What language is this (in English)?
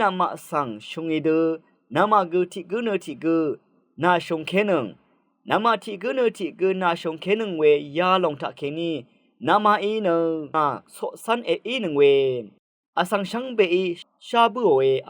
Rawang